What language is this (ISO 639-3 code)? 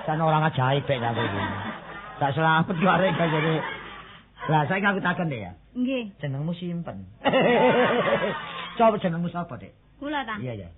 jav